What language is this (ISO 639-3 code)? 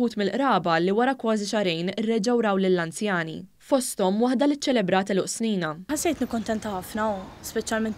mlt